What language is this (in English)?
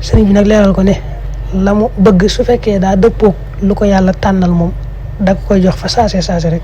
Wolof